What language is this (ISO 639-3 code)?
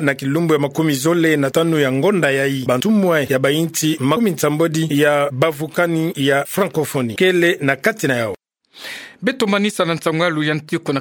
ktu